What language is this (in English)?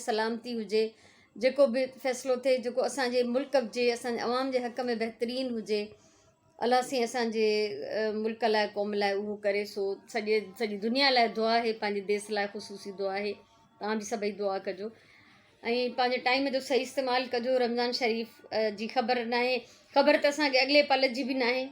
Sindhi